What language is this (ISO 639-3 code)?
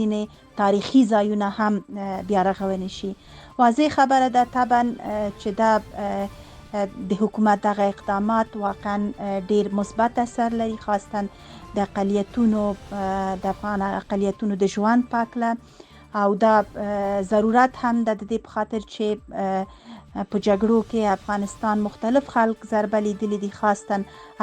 pus